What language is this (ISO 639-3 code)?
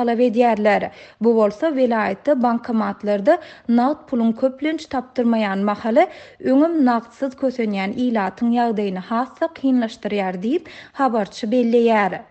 tuk